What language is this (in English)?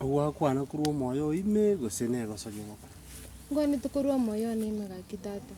Gusii